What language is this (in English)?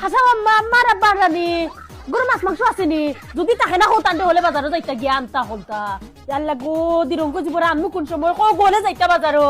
Sylheti